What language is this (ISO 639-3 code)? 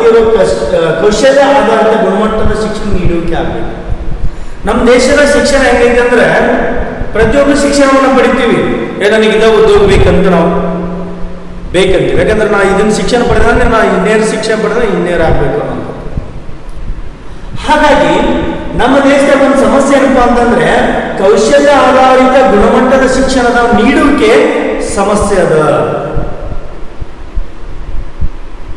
kan